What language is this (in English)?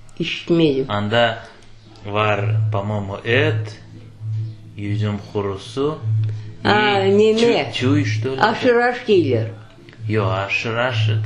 Crimean Tatar